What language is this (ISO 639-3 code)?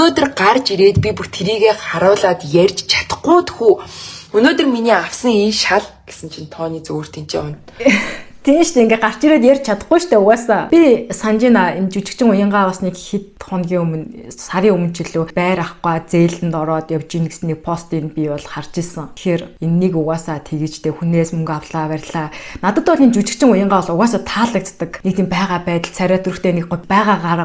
mon